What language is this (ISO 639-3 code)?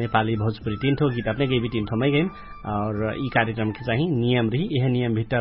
thl